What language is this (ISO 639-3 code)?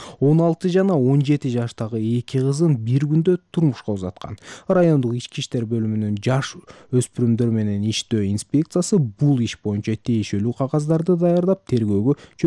kir